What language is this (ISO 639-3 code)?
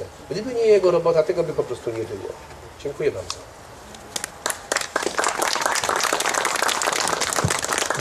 pol